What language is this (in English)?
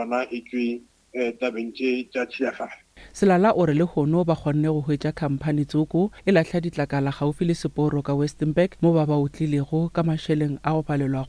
Northern Sotho